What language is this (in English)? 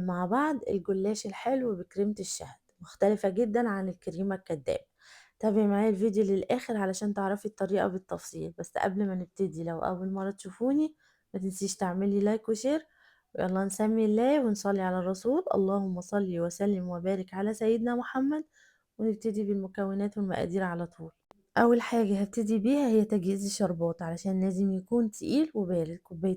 Egyptian Arabic